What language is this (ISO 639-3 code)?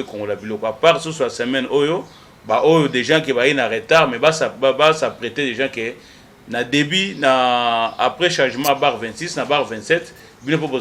lin